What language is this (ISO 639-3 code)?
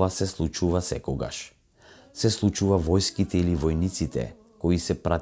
mkd